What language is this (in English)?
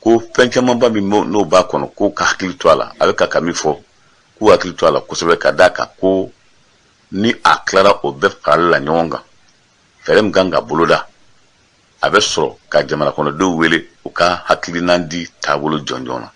Bambara